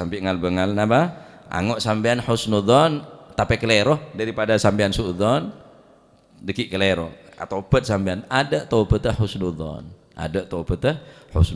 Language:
Madurese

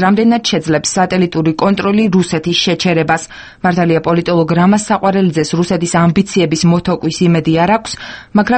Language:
Georgian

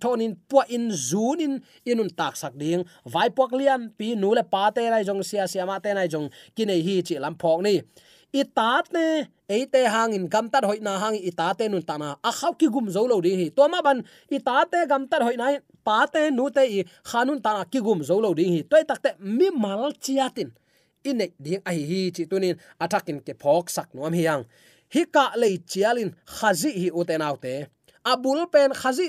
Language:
Tedim Chin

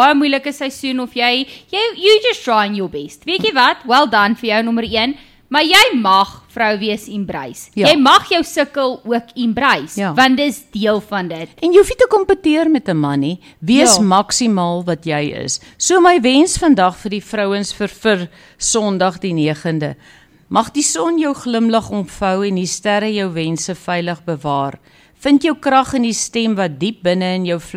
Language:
Afrikaans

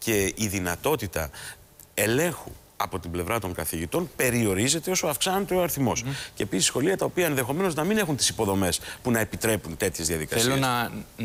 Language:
Greek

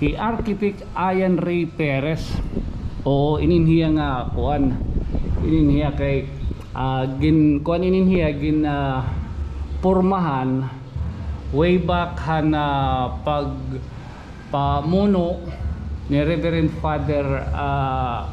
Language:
Waray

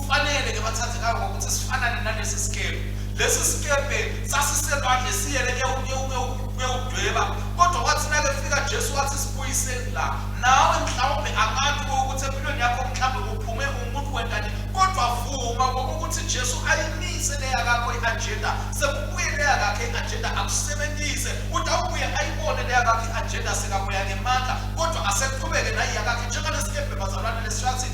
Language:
Swati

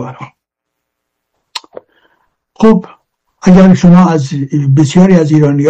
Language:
Persian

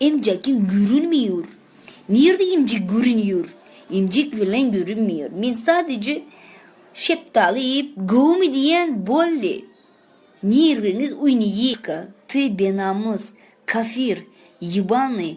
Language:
Turkmen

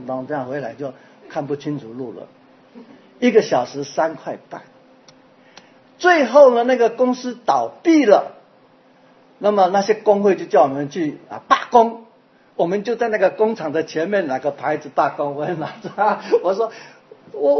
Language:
Chinese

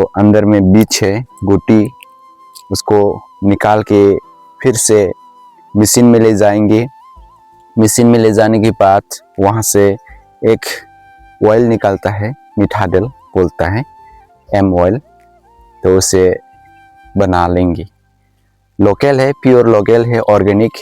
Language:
Dimasa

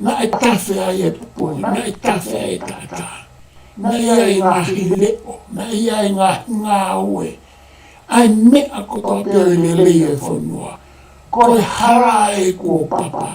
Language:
Tongan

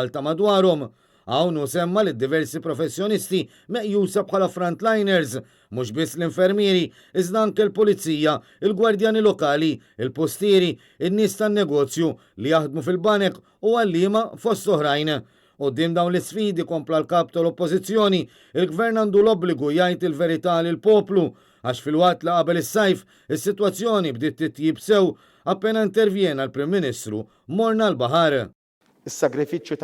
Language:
Maltese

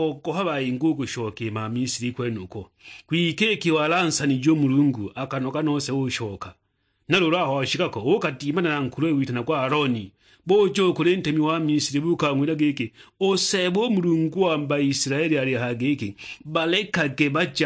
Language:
Sukuma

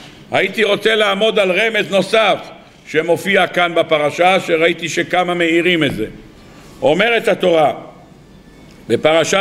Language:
Hebrew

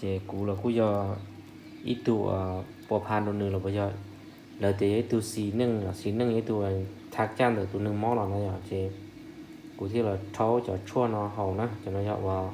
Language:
Hmong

